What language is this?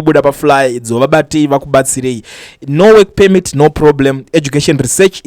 Shona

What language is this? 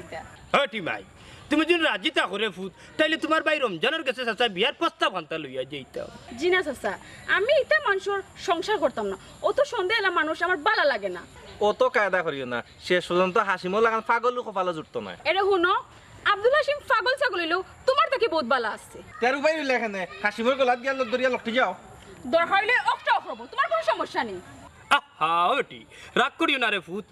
Sylheti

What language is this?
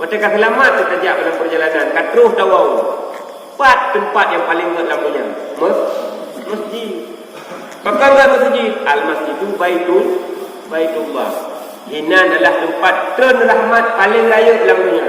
Achinese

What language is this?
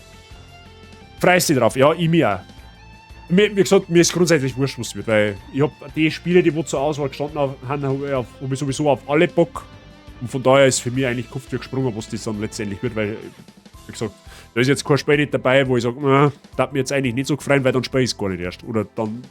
Bavarian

